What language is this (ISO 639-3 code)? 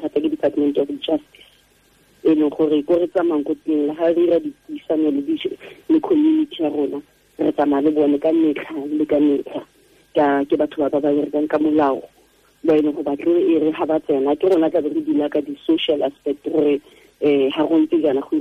tsn